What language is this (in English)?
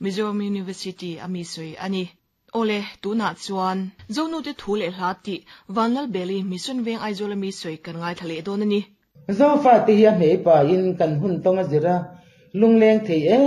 Mizo